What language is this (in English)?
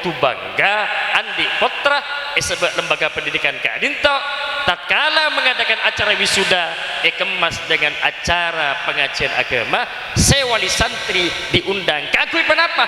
Madurese